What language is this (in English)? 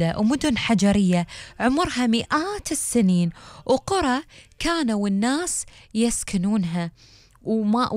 Gulf Arabic